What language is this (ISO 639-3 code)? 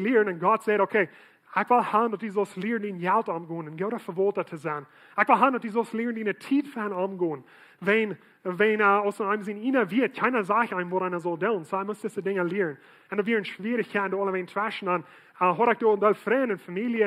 pdt